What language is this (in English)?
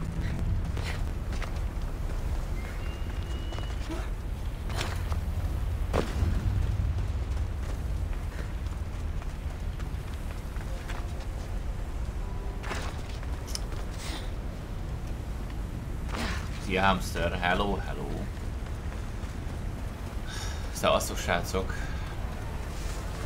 Hungarian